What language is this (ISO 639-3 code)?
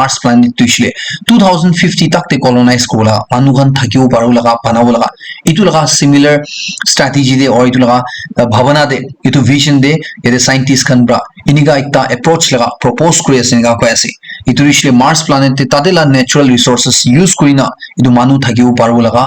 nag